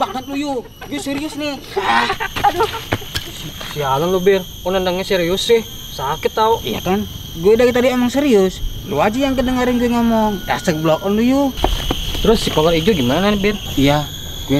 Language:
Betawi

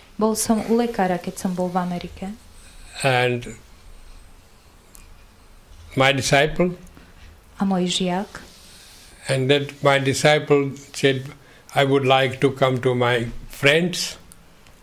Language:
Slovak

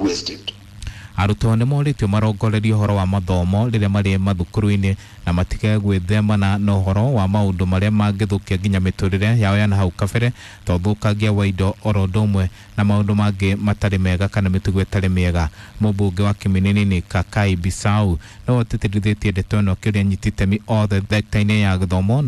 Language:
Kikuyu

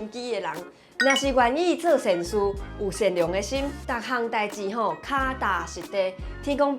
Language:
Min Nan Chinese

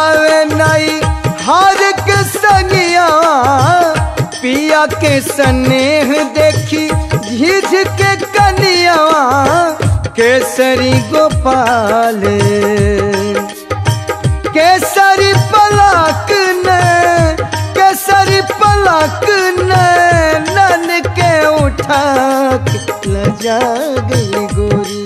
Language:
Bhojpuri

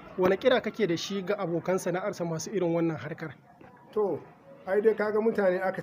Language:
Hausa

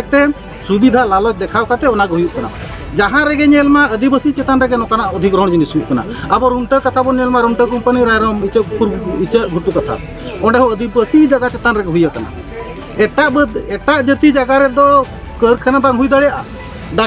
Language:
Santali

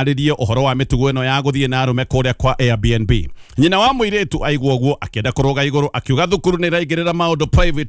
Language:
Kikuyu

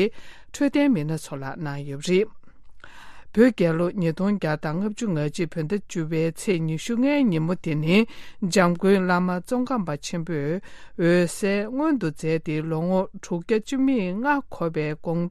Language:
Tibetan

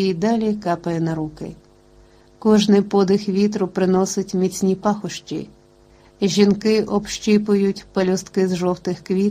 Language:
Ukrainian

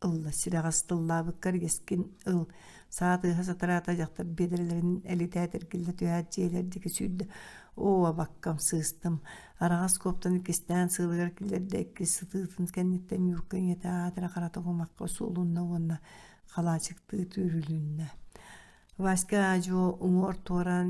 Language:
Yakut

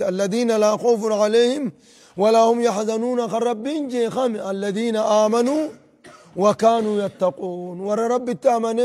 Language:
Oromo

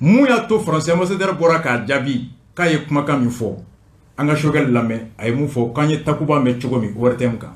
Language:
Bambara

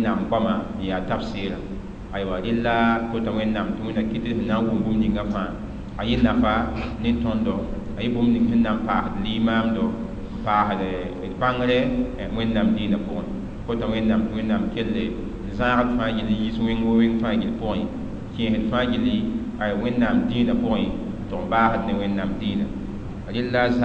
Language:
Mossi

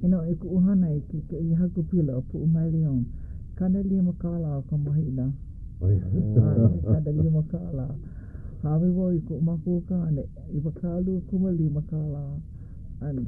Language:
Hawaiian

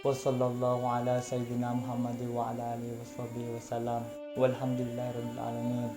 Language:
Madurese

